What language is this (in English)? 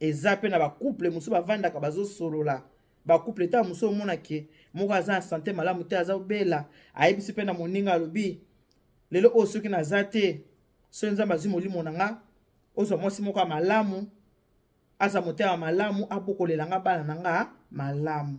Lingala